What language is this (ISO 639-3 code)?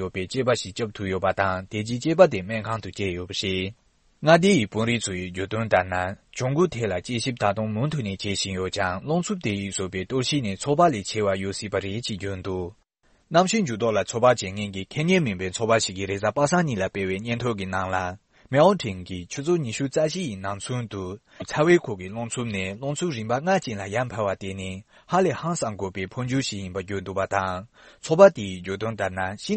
bod